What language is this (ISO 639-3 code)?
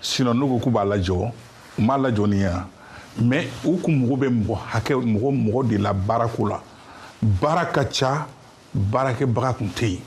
bam